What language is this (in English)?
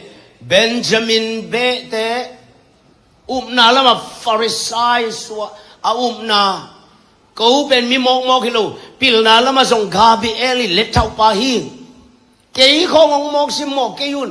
Tedim Chin